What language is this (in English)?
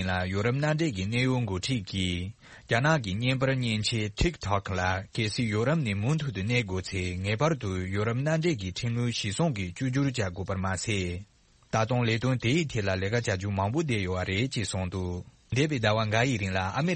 Tibetan